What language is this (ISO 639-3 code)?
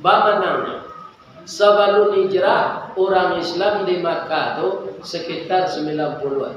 min